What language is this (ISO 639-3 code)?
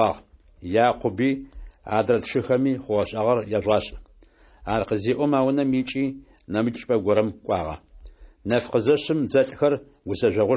ady